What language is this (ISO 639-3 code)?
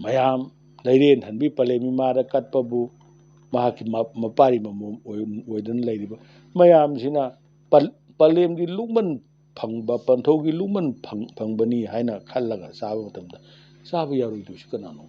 mni